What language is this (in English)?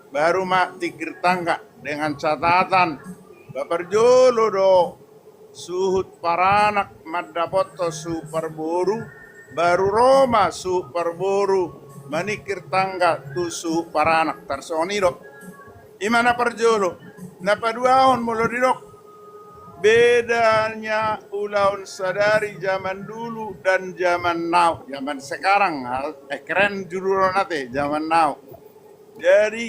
Batak Toba